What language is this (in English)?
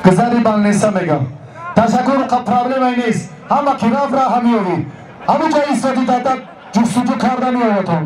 Tajik